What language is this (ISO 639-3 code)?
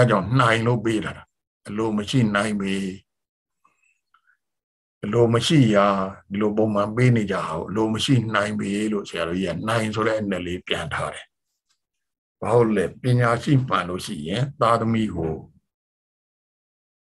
mya